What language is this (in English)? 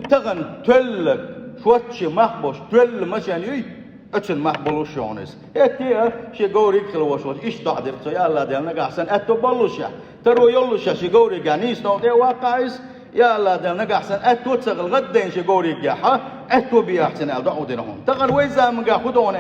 Chechen